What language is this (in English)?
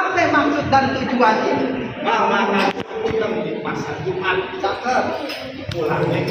Betawi